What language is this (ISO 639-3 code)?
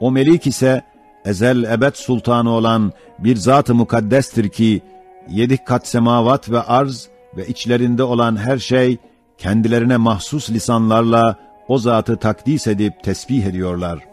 ota